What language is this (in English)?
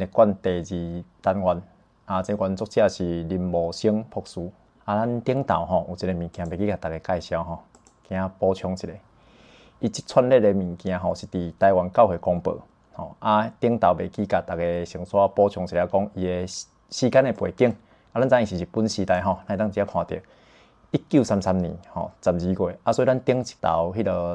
Min Nan Chinese